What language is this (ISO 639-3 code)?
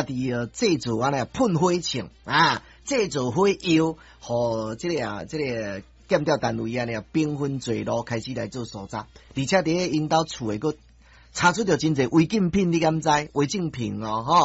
nan